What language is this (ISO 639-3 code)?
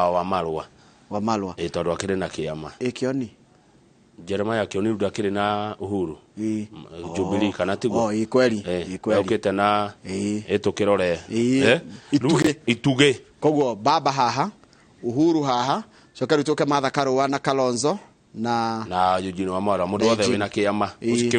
kik